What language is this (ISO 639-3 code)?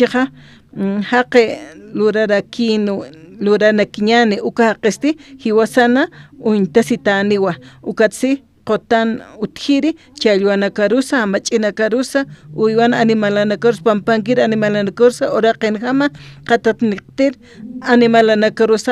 aym